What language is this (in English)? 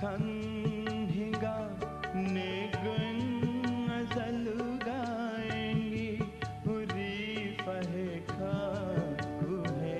Divehi